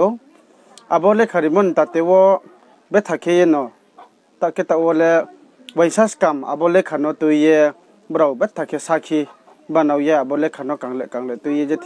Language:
Riang (India)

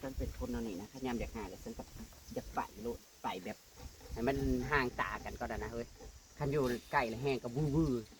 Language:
Northeastern Thai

